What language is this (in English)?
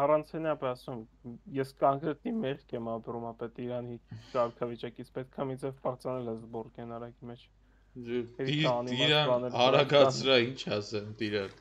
Armenian